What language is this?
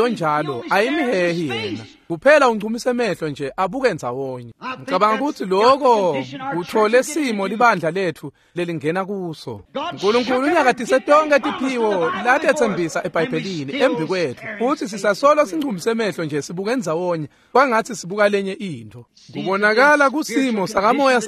Swati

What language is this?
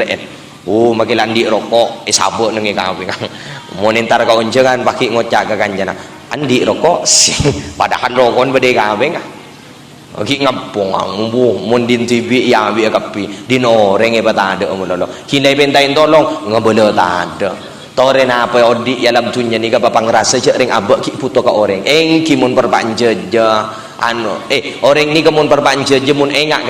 Madurese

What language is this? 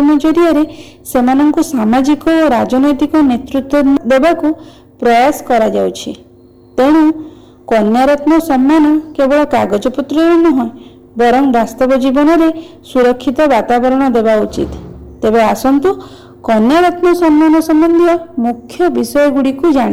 Odia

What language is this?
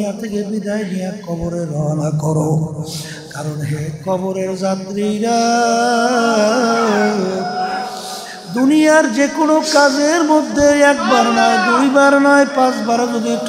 Bangla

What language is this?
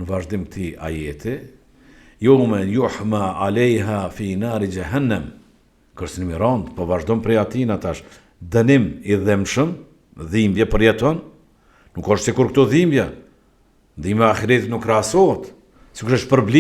Albanian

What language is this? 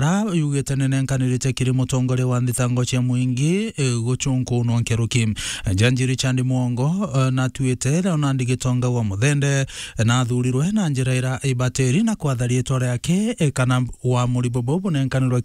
Meru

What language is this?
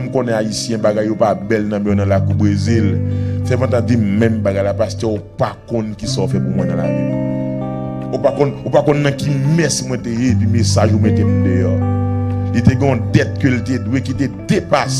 Haitian Creole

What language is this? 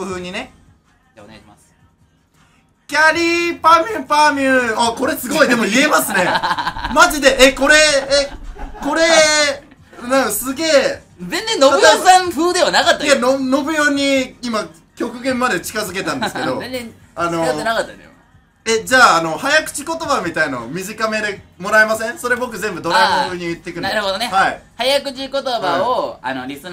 Japanese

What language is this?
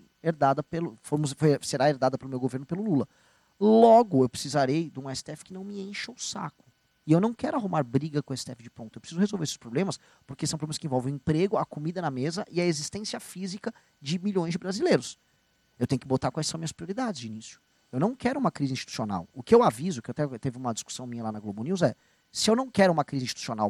Portuguese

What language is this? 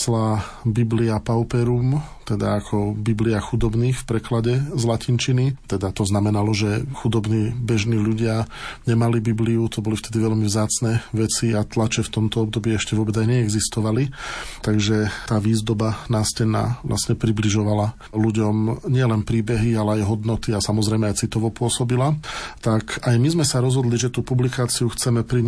Slovak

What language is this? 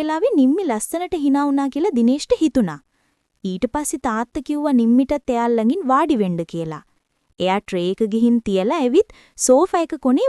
Sinhala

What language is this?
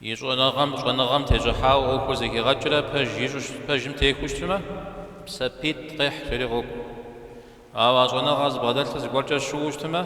Kabardian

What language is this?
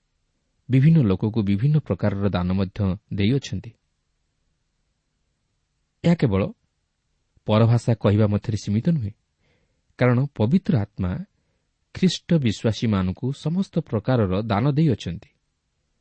Odia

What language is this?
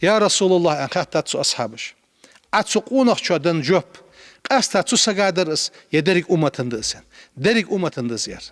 Ingush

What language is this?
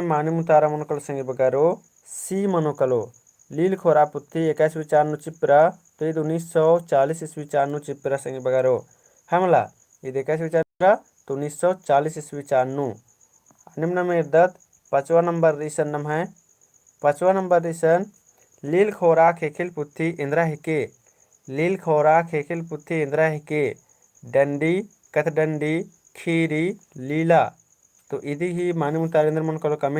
Kurukh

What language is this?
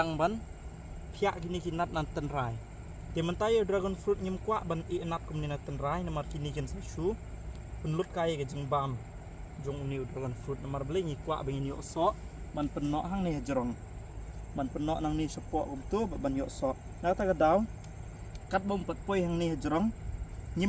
Khasi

